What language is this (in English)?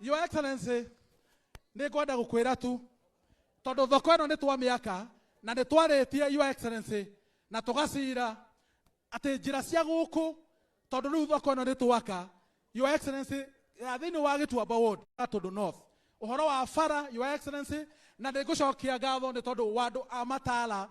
Kikuyu